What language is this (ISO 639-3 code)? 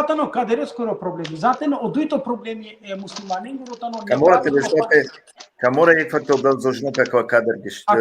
rmn